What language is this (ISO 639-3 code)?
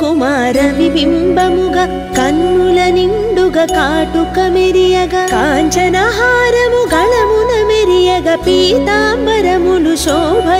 tel